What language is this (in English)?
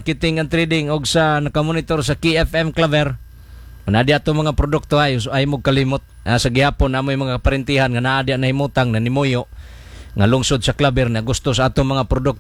Cebuano